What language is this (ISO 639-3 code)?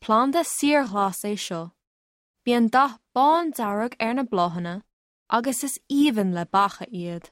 gle